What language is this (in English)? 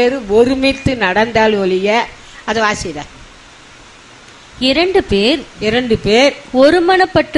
Tamil